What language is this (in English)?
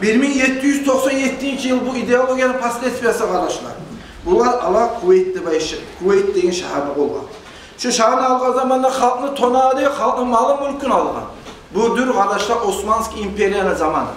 Kumyk